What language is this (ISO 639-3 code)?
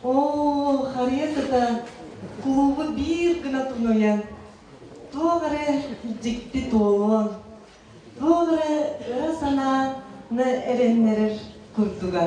sah